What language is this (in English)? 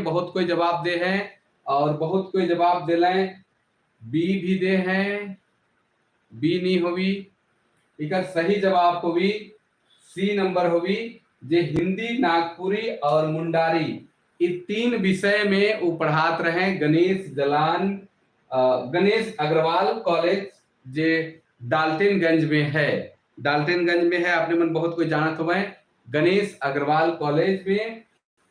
Sadri